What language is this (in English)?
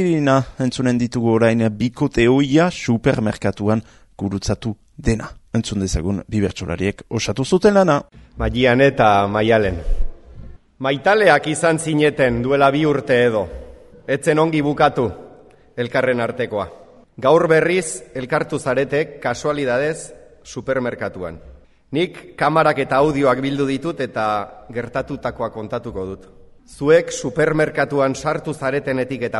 Basque